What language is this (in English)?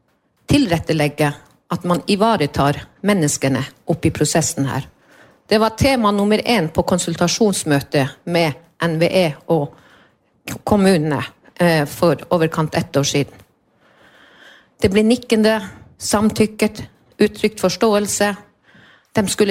Norwegian